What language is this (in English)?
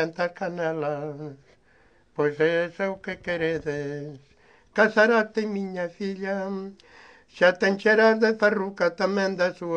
Galician